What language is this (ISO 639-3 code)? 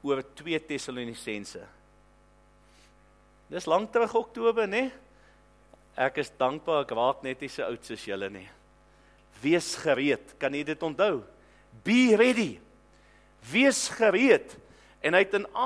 afr